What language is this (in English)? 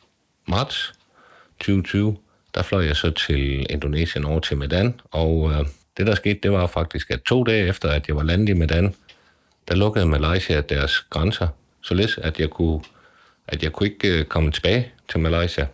Danish